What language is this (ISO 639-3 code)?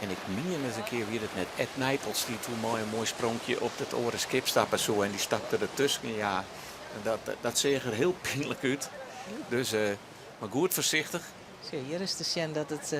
fry